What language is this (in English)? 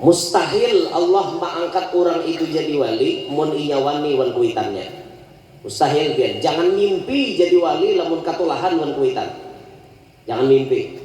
Banjar